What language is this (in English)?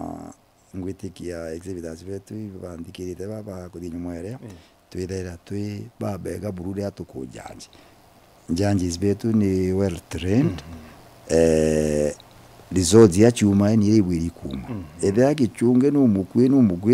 Meru